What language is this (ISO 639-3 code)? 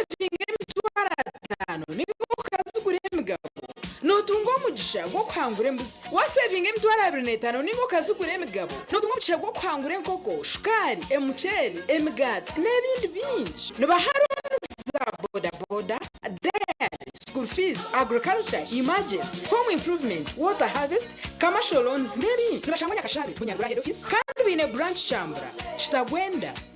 nyn